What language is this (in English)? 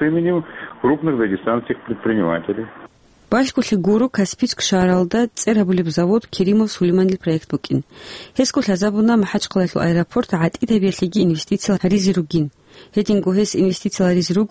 Avaric